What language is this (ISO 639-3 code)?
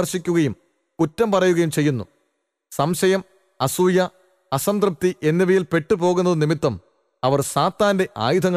mal